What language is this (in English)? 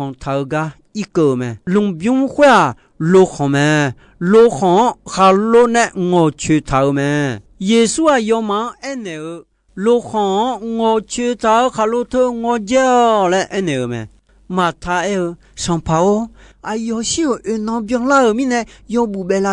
Akha